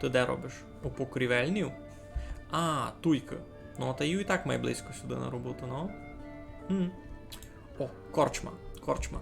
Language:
Rusyn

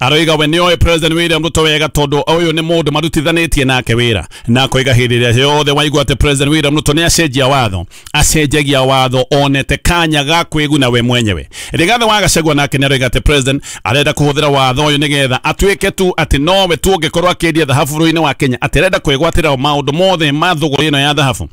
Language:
Kikuyu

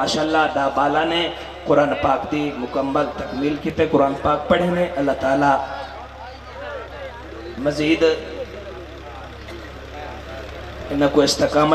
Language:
Saraiki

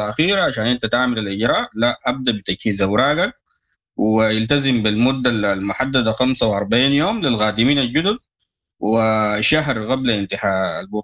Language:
Sudanese Arabic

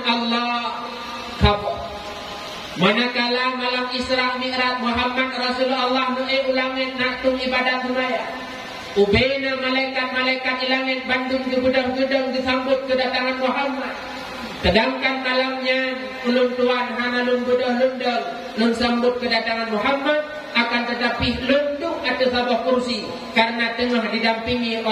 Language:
Achinese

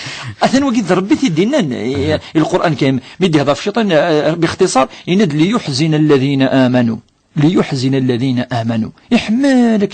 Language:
Kabyle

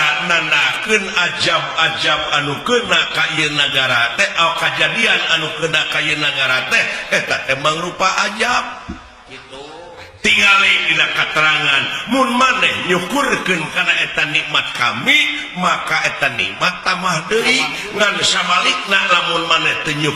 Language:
Sundanese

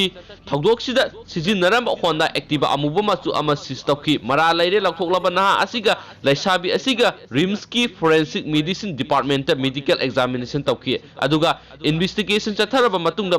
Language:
Manipuri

